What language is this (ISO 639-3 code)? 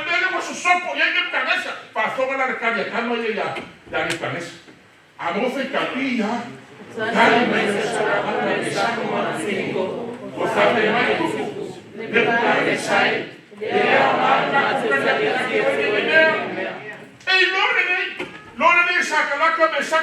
smo